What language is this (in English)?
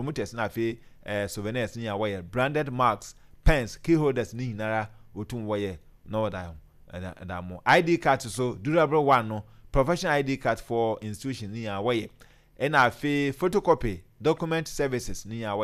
Akan